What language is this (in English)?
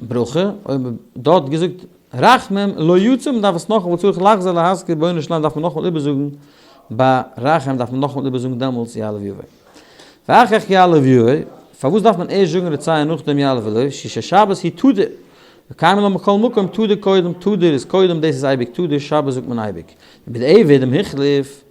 Yiddish